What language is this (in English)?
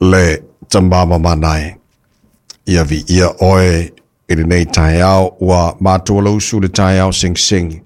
Samoan